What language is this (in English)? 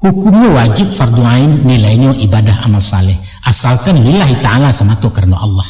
Minangkabau